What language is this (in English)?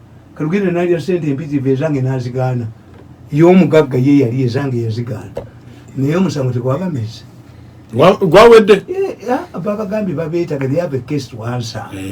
Ganda